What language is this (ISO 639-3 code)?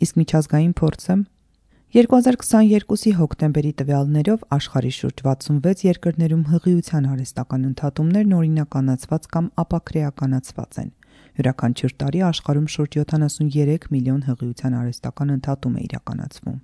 hye